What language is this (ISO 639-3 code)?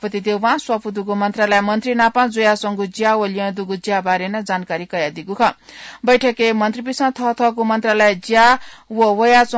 new